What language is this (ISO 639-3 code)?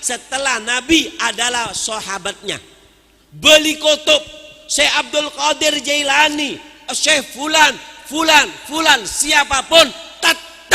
mad